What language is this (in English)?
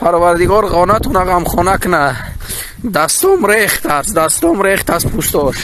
Tajik